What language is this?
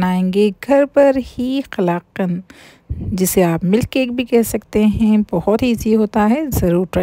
Hindi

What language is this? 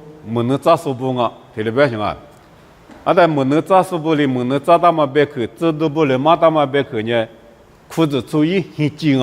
Lisu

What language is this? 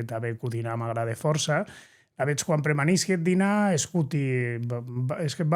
Occitan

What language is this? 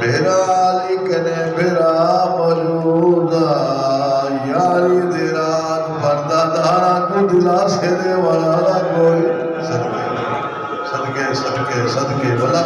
Saraiki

